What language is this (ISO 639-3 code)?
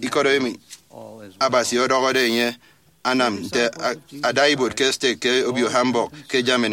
efi